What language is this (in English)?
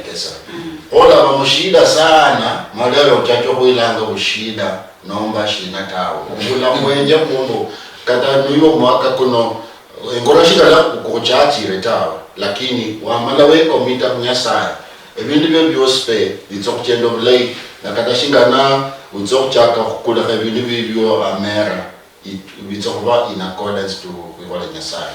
Luyia